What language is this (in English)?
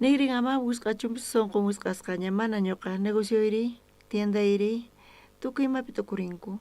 South Bolivian Quechua